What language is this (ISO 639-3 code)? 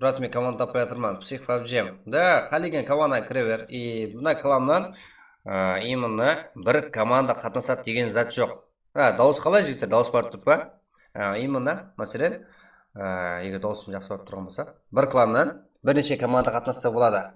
kaa